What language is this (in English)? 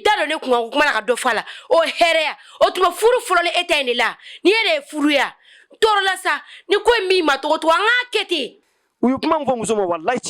Bambara